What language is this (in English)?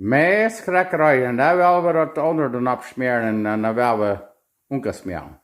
Plautdietsch